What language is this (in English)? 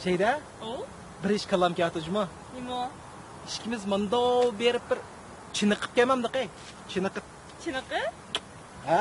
Uyghur